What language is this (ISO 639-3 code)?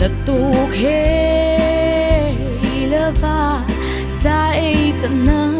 mrh